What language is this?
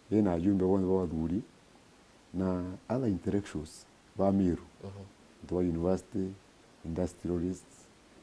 Meru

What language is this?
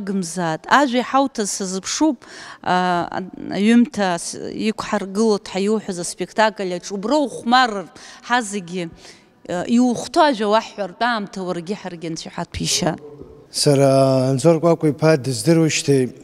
Abkhazian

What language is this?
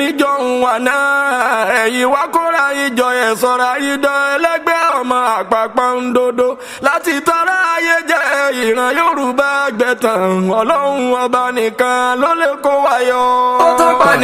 Yoruba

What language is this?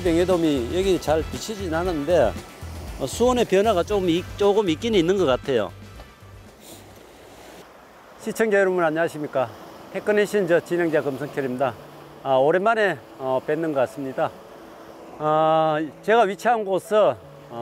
Korean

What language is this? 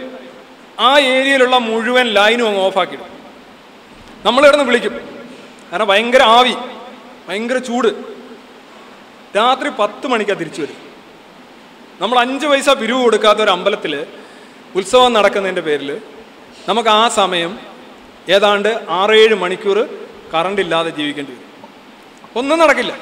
Malayalam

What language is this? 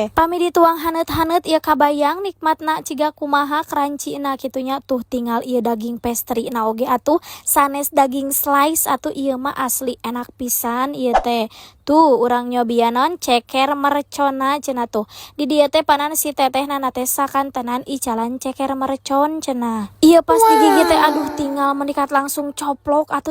Sundanese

